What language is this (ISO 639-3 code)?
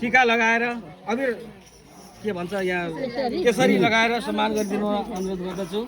nep